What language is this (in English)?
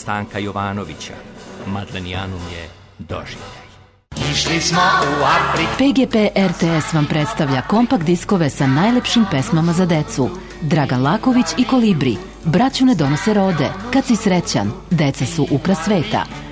Serbian